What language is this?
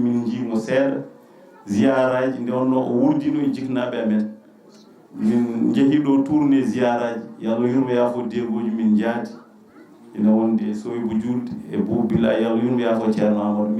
Fula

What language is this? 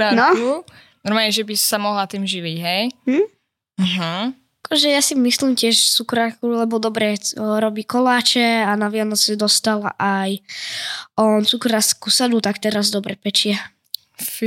Slovak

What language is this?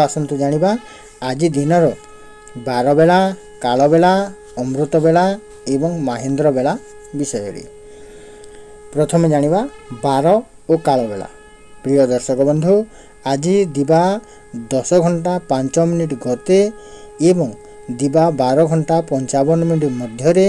Odia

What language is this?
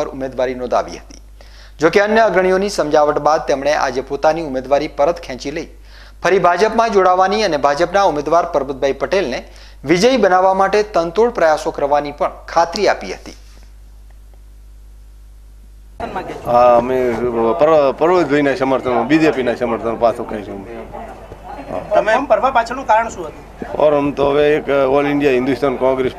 Gujarati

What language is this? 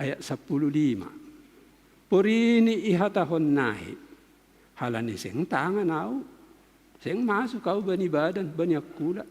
Batak Simalungun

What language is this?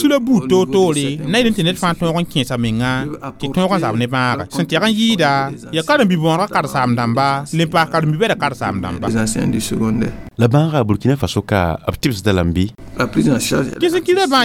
Mossi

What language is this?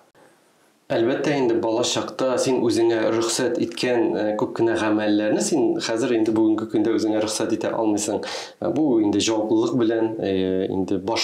Tatar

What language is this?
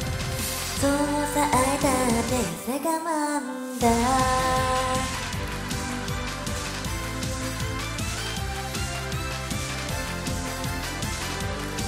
Japanese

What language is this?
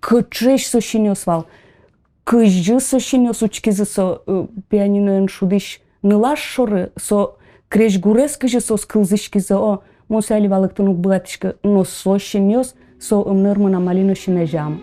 Udmurt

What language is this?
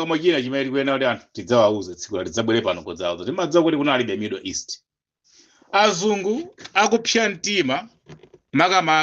Nyanja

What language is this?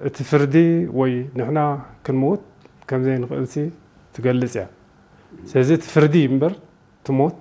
Tigrinya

